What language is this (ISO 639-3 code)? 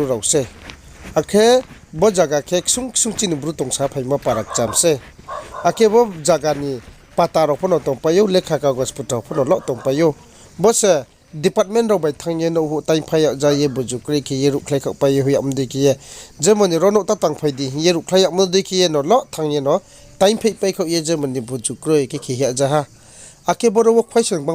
ria